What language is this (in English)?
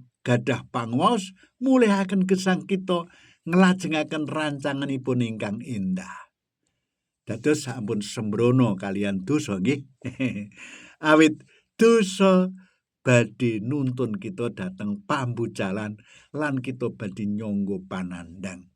Javanese